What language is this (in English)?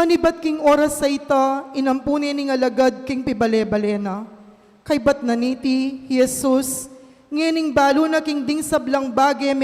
Pampanga